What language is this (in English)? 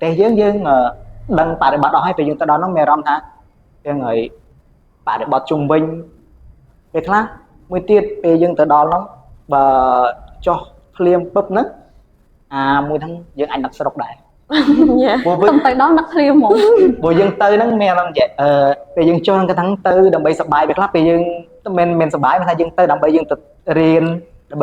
Khmer